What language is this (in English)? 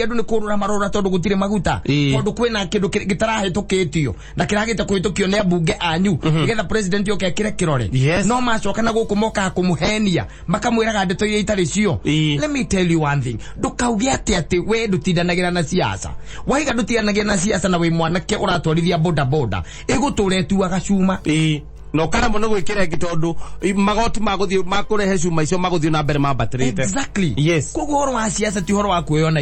Kikuyu